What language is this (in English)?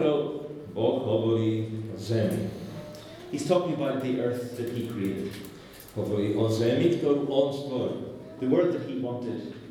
Slovak